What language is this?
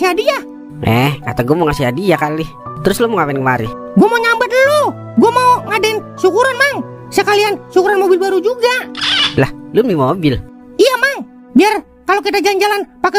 Betawi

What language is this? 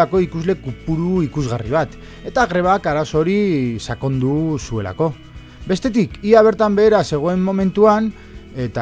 Basque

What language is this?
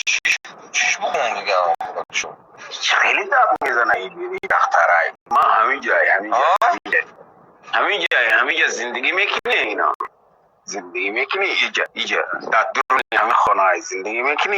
Tajik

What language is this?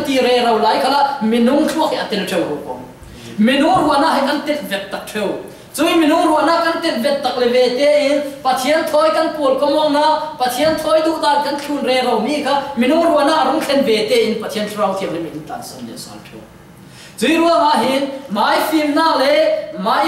Falam Chin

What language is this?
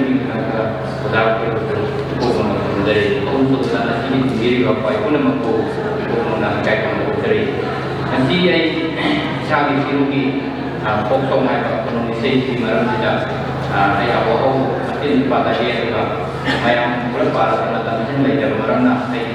Manipuri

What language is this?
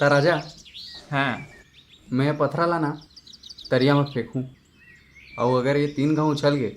Chhattisgarhi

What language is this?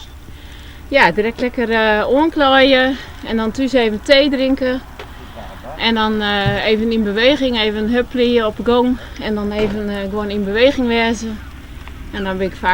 Western Frisian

